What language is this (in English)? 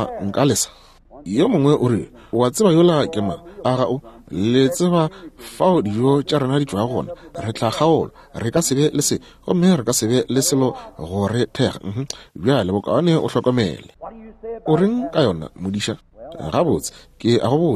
Northern Sotho